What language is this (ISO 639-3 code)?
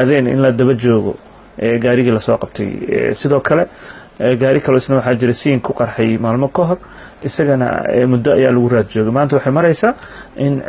som